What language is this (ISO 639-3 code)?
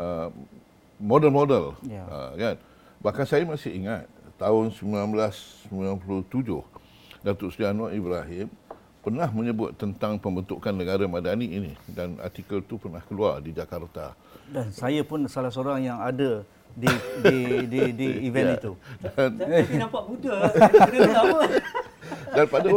msa